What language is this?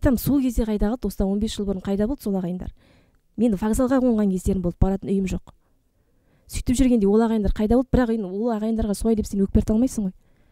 Kazakh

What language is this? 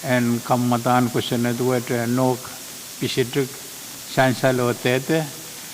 Pohnpeian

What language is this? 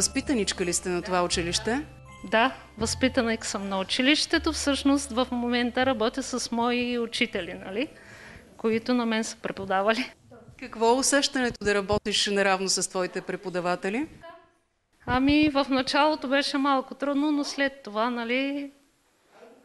Bulgarian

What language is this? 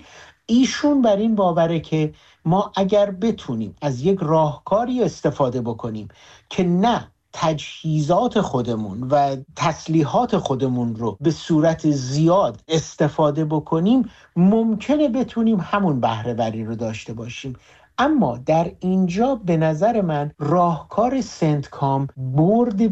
Persian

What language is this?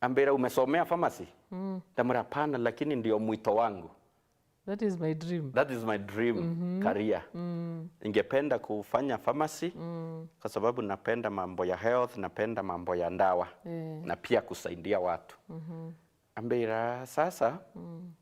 Meru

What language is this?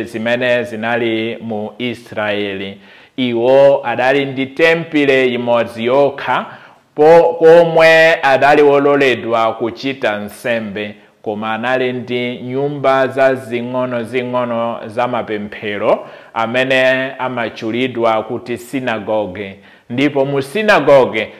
Nyanja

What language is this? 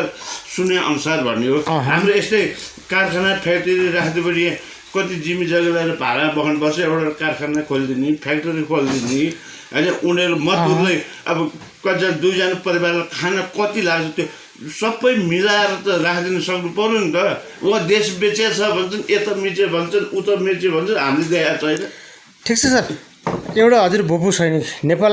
Nepali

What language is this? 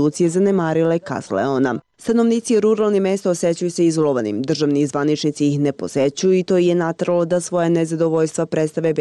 Serbian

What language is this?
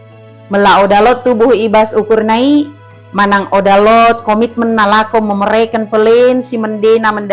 Batak Dairi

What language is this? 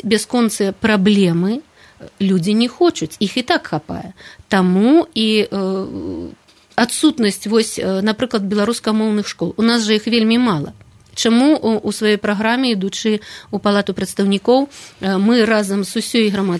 Belarusian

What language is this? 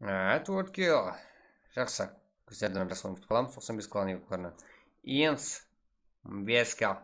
Kara-Kalpak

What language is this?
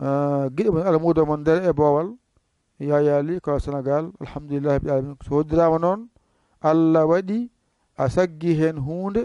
Pular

